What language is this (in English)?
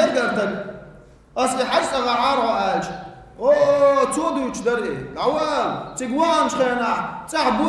Chechen